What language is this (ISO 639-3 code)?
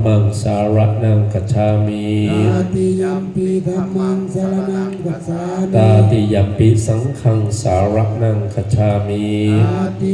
pli